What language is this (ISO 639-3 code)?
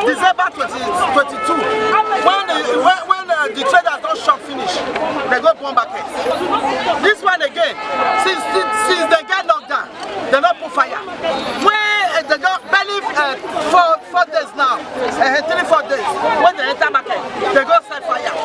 pcm